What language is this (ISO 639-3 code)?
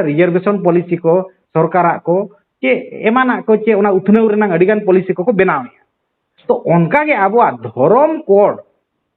sat